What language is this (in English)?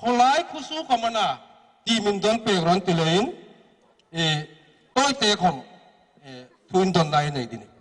Hmar